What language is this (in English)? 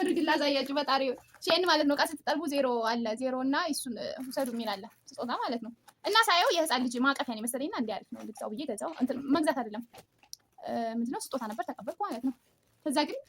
Amharic